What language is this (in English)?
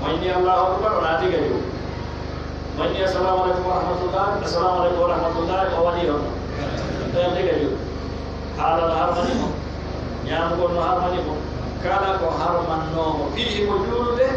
Pular